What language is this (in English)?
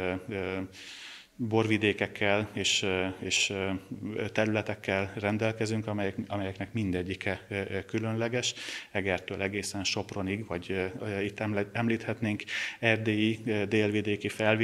Hungarian